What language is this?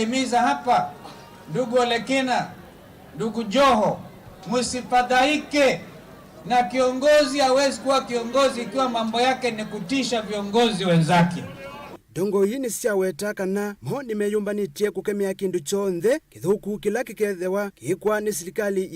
Kamba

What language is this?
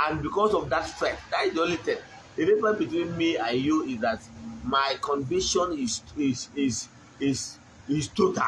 Igbo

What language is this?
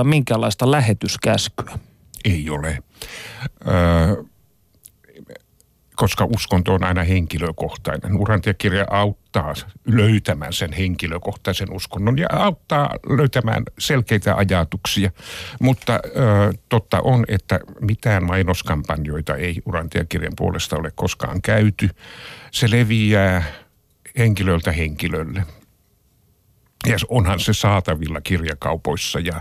Finnish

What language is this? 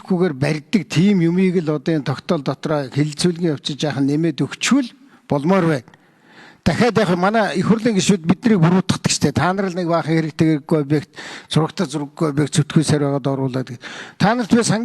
Mongolian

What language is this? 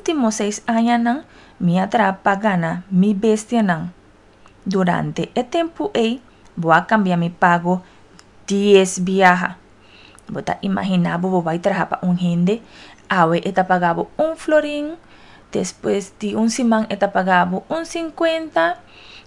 Papiamento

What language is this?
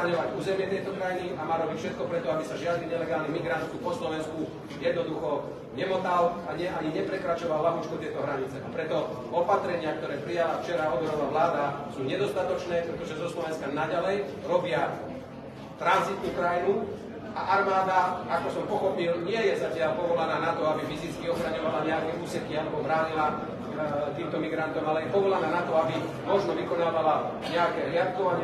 Slovak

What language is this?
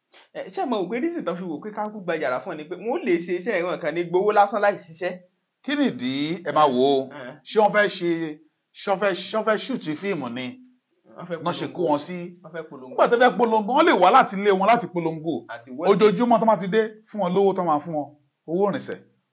Yoruba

